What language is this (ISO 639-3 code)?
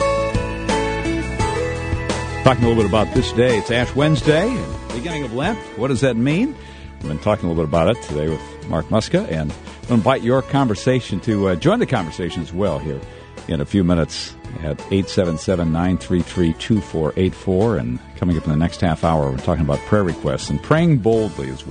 eng